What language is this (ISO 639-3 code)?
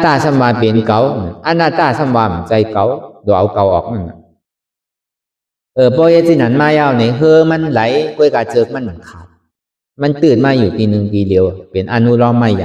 shn